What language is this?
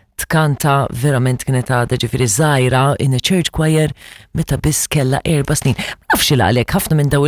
Maltese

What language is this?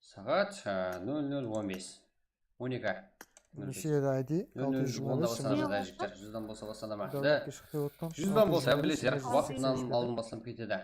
Kara-Kalpak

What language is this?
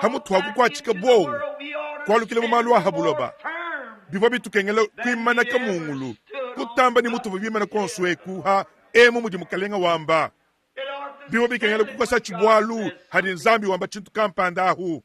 Luba-Lulua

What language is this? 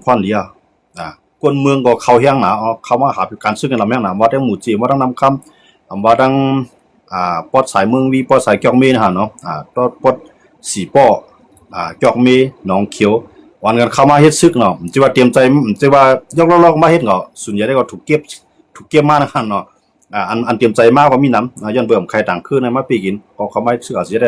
Shan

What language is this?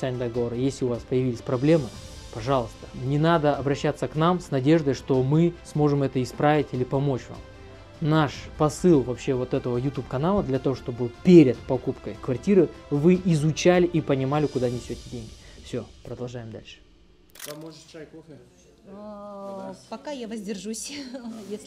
Russian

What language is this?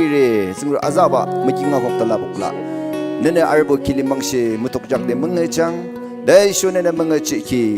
Naga Pidgin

